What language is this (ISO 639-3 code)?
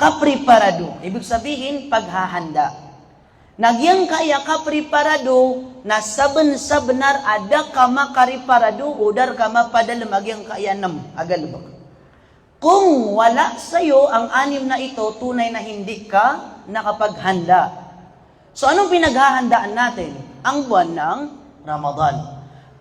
mrw